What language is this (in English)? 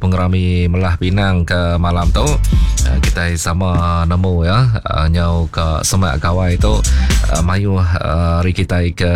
Iban